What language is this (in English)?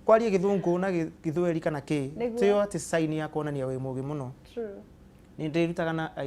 Kikuyu